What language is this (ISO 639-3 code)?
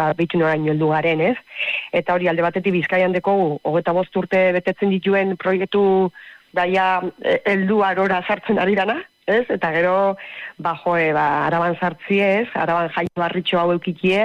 eus